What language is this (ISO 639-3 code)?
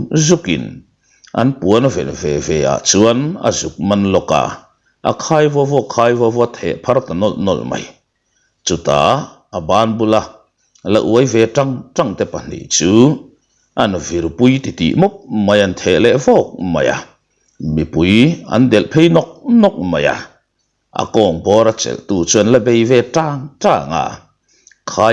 lus